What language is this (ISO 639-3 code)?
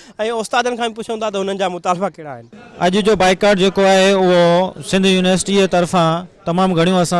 snd